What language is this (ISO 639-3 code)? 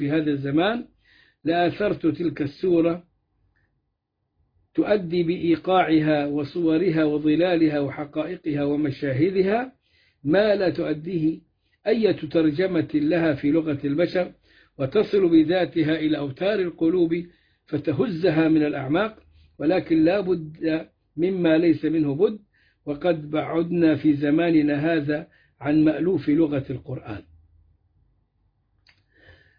ara